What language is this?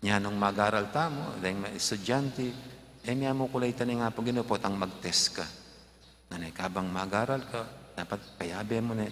Pampanga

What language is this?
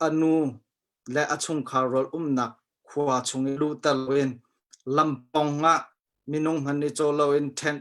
Hakha Chin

